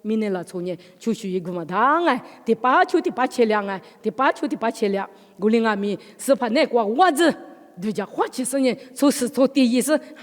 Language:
Lisu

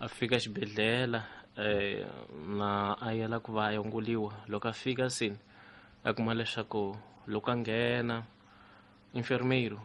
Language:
Tsonga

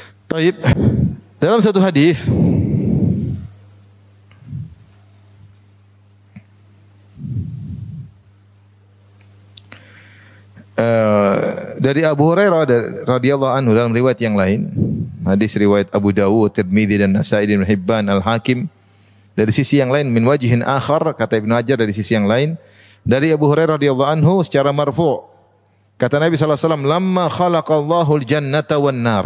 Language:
Indonesian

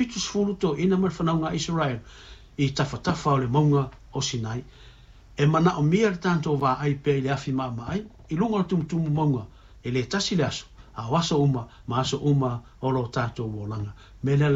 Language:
Samoan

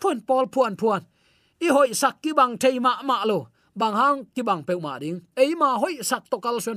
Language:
Tedim Chin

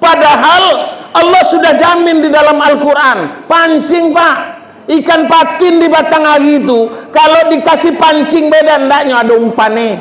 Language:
Minangkabau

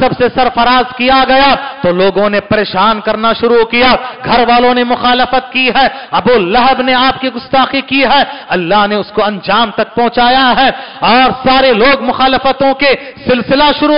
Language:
Urdu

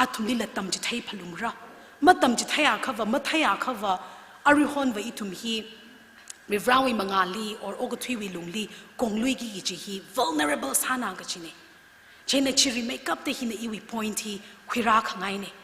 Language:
Tangkhul Naga (India)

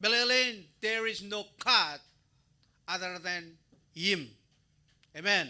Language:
Marshallese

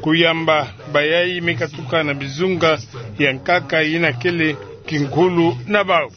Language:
Kituba (Democratic Republic of Congo)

